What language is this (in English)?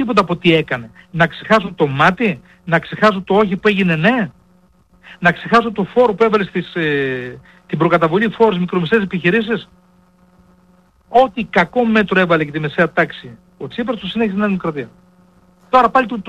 Greek